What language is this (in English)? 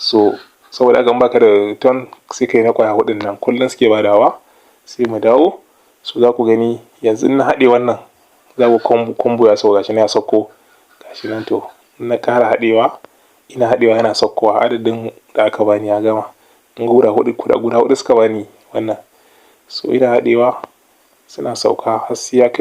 Hausa